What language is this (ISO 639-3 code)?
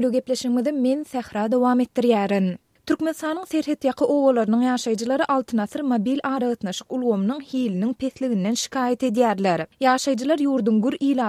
tuk